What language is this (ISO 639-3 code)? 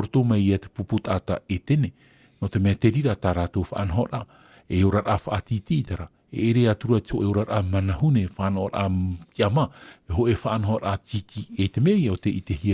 tah